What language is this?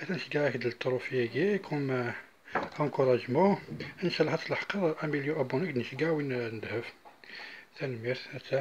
Kabyle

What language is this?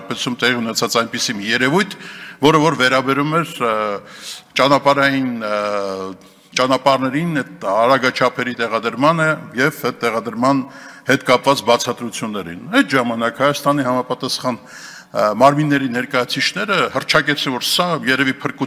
Armenian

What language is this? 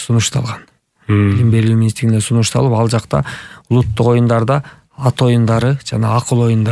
Kyrgyz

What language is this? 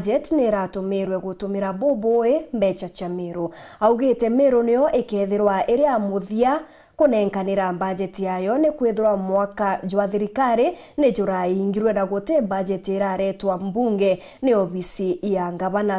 Meru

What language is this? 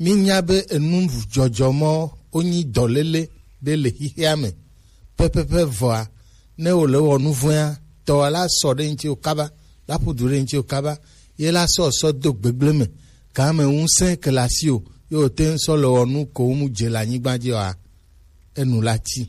Gen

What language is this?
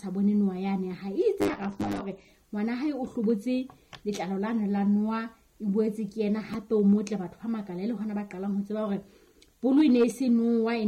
Southern Sotho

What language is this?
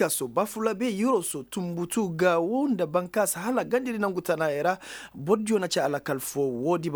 Koyraboro Senni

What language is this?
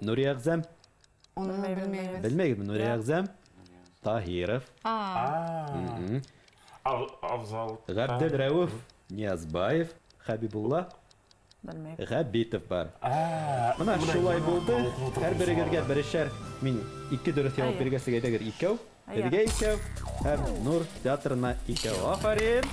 Bashkir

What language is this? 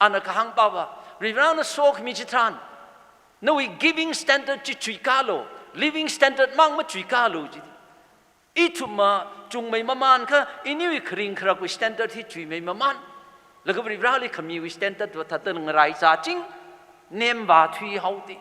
Tangkhul Naga (India)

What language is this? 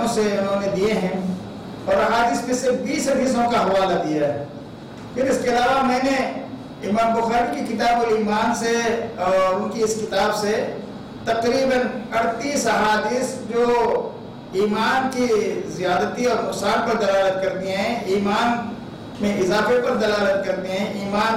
Urdu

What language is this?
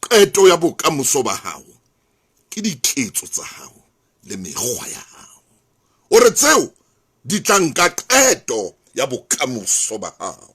Southern Sotho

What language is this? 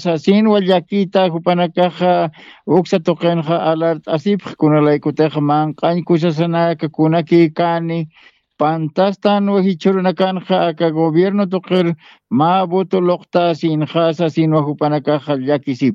Aymara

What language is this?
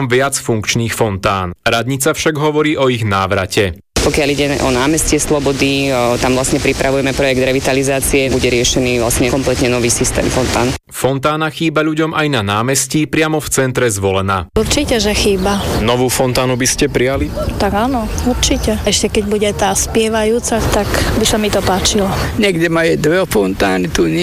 Slovak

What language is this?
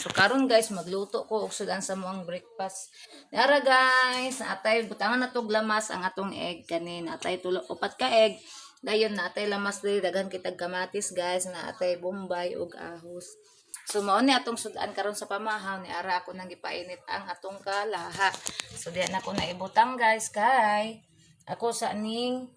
Cebuano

